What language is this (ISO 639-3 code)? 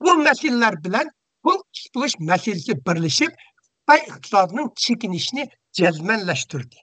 uig